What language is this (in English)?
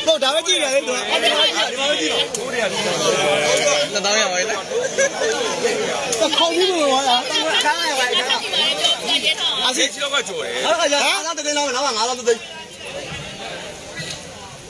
Burmese